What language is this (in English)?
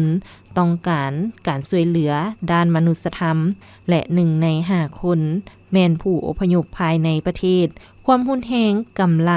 Lao